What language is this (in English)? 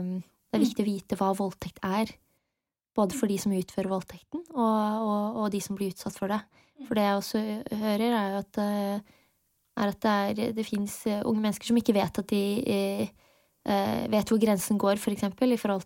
Norwegian